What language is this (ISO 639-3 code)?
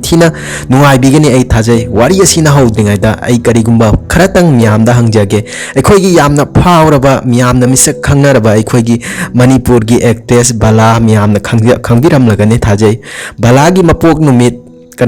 mni